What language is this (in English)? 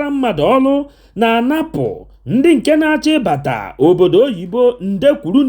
Igbo